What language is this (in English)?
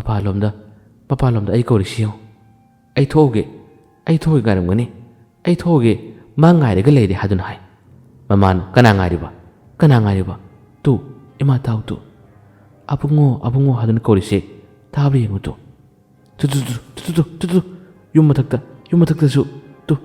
Manipuri